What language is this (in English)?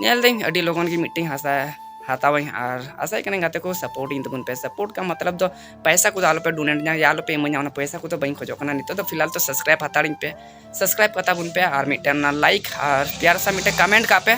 Santali